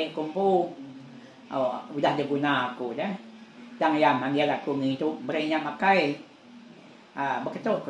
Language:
Iban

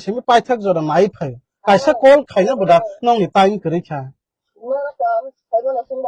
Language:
Kok Borok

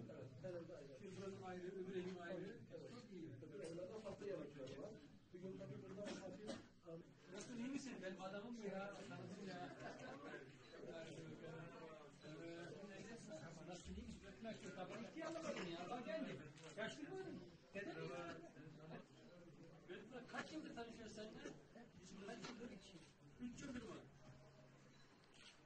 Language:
Turkish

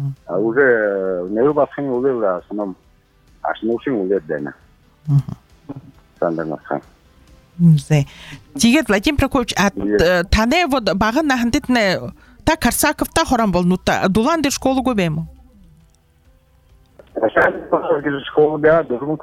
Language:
Buriat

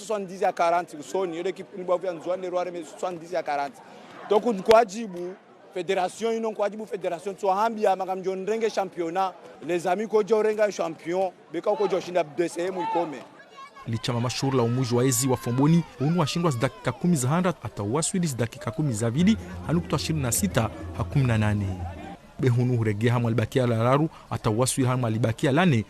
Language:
Ngazidja Comorian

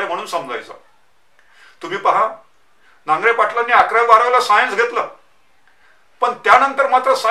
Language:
Marathi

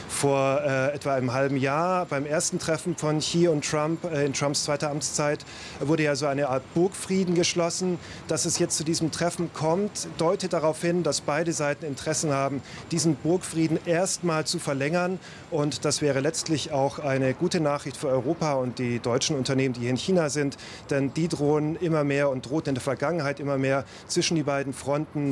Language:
German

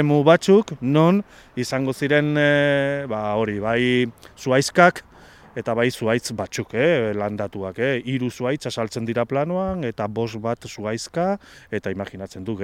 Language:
Basque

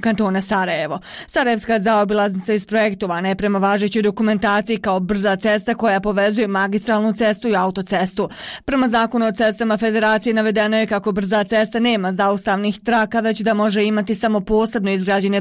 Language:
Bosnian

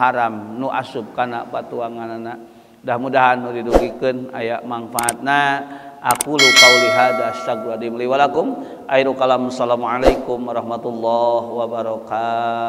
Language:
Sundanese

